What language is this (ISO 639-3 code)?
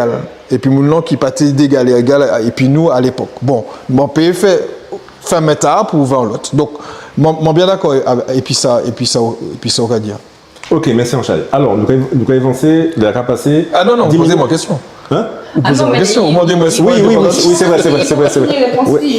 gcf